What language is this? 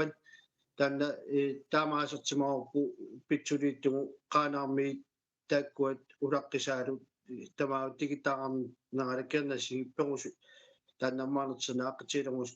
Kalaallisut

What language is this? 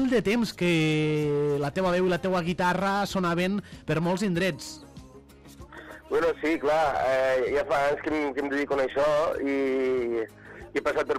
Catalan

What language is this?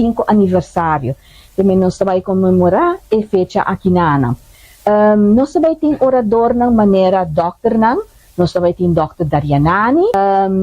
Papiamento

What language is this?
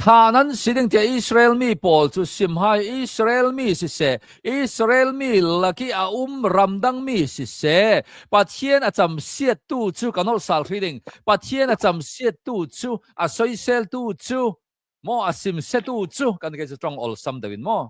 Hakha Chin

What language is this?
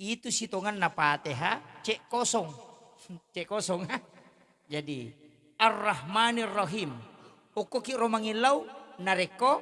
Buginese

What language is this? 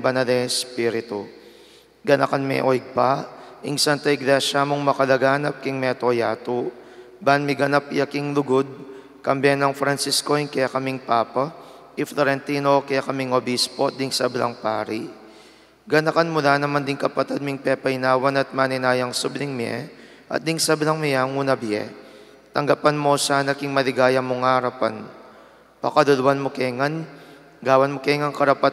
Pampanga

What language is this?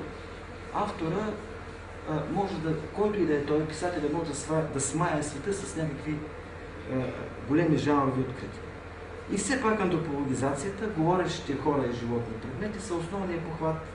Bulgarian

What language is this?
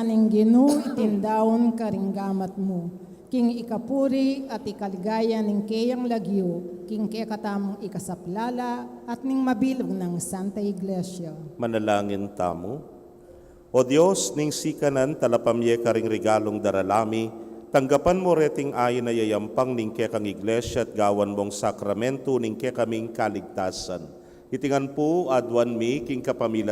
Pampanga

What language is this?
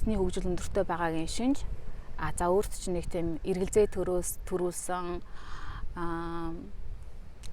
Mongolian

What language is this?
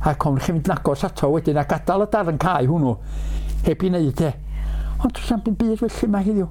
Welsh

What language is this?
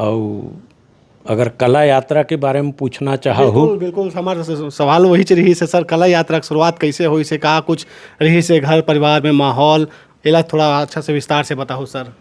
Chhattisgarhi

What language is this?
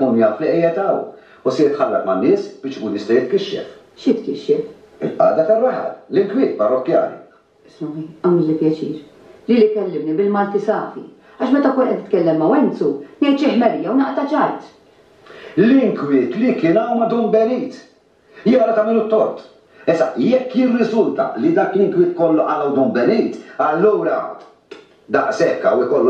Maltese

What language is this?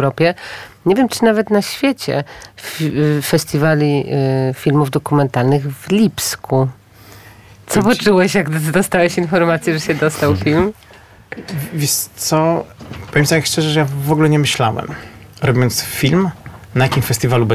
Polish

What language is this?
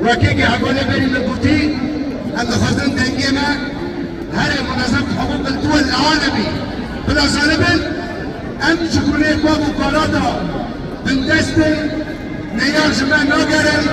Kurdish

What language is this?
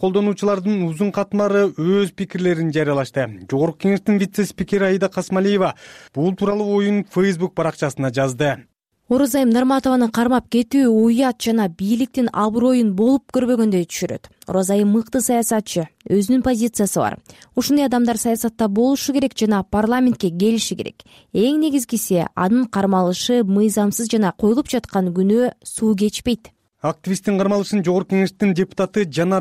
Kyrgyz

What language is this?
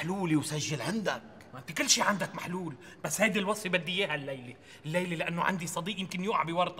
North Levantine Arabic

